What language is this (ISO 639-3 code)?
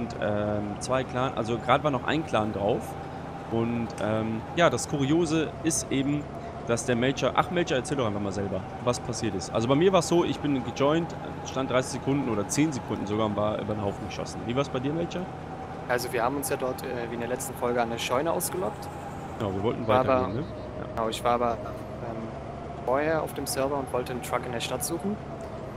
deu